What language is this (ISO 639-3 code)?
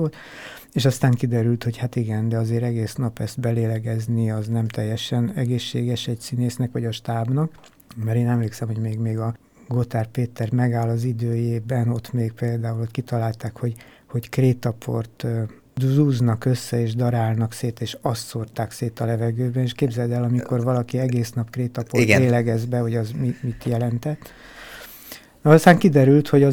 hun